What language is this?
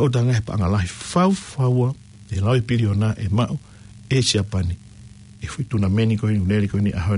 Tongan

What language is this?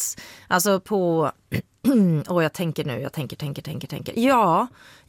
Swedish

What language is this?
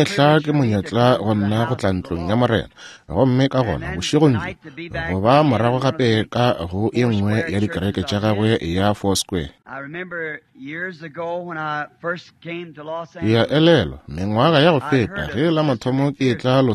Northern Sotho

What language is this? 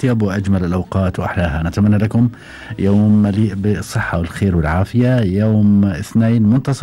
Gulf Arabic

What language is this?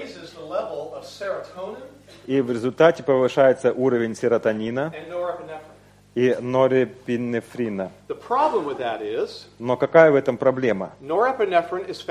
Russian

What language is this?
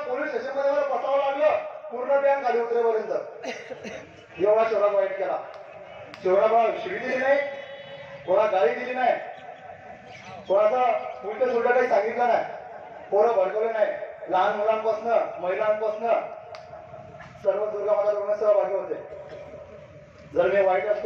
Marathi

